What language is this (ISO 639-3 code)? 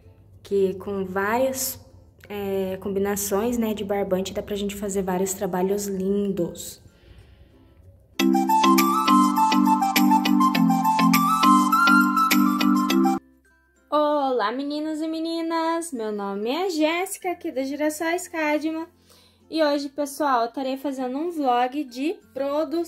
por